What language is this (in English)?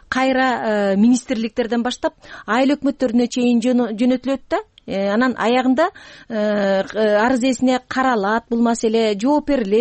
Kyrgyz